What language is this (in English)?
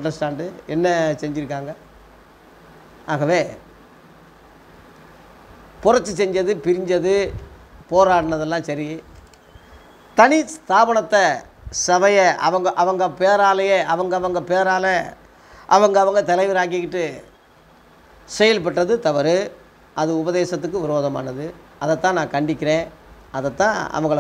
Tamil